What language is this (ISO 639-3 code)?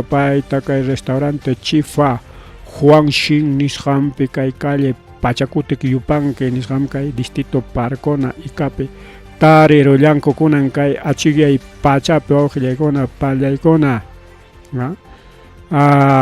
quy